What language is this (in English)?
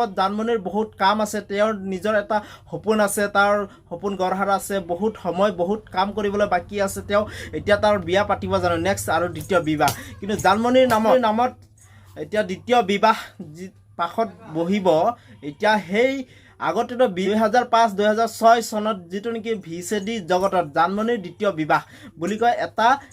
Assamese